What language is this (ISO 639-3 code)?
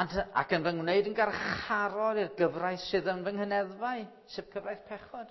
cym